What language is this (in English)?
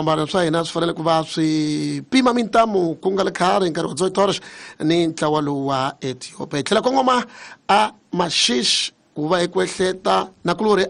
Tsonga